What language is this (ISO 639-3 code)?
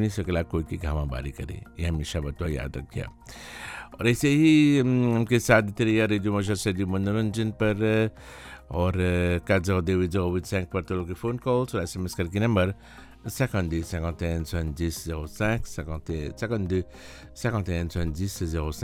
bho